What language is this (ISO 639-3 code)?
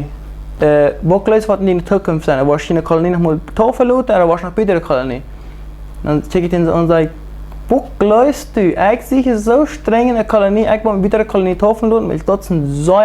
pdt